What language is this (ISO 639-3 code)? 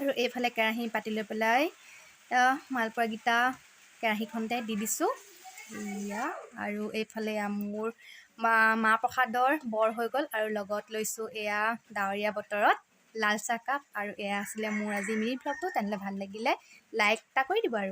asm